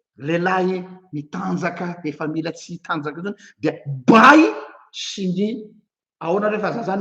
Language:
Malagasy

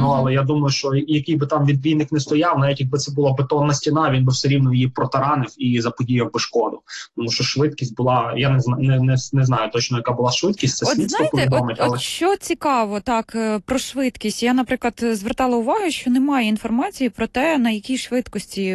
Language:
Ukrainian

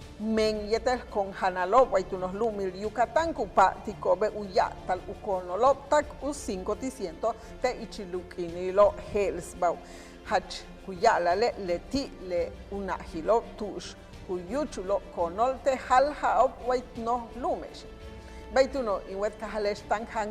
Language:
Yucateco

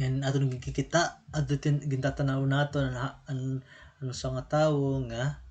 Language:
Waray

